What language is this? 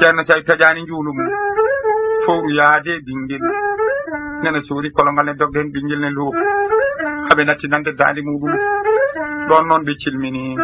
Fula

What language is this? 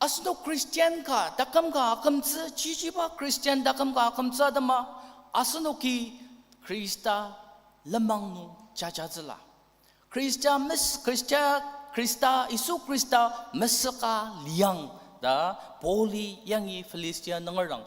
Ao Naga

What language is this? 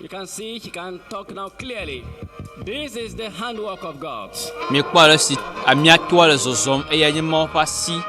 Ewe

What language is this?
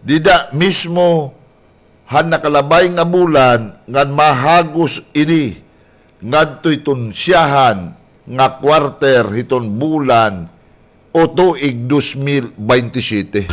Waray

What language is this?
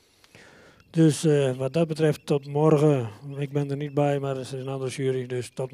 Dutch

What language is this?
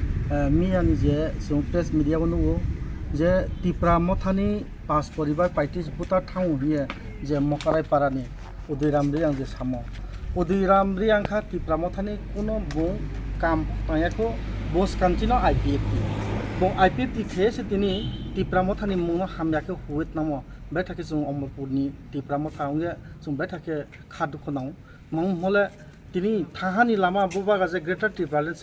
Kok Borok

